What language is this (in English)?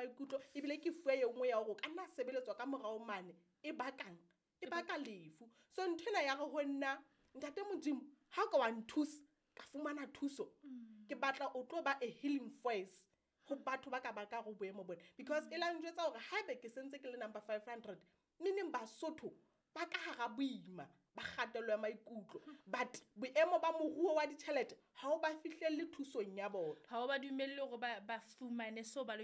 Southern Sotho